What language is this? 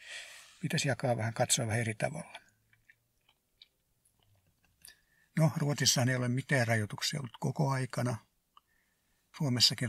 Finnish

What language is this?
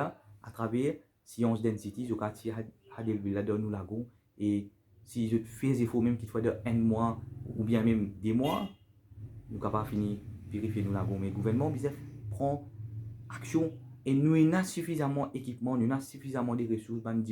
Morisyen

